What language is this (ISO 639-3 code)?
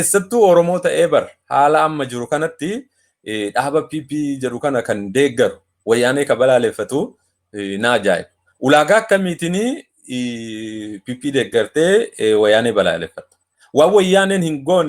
orm